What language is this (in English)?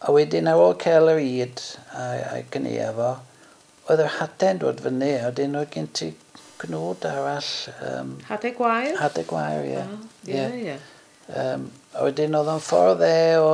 Welsh